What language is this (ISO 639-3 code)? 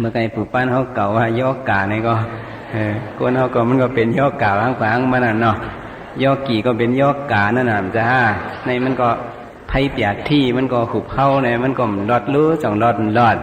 shn